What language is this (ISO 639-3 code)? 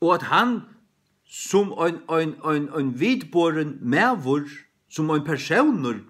fao